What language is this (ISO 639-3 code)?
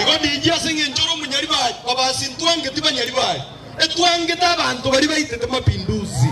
guz